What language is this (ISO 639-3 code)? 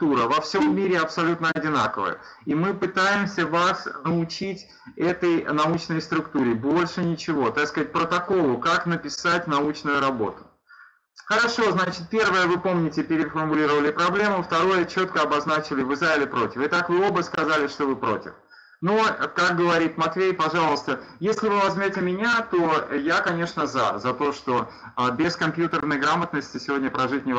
rus